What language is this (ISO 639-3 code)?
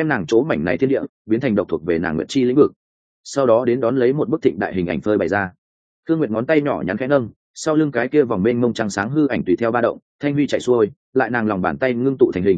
vie